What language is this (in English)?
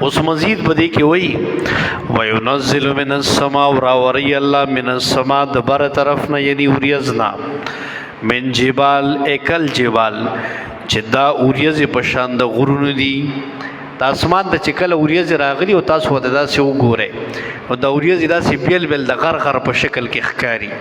Pashto